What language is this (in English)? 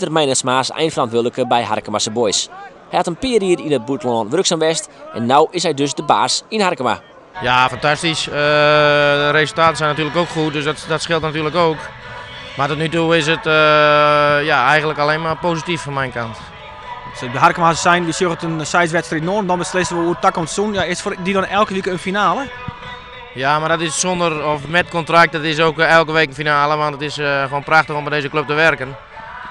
Western Frisian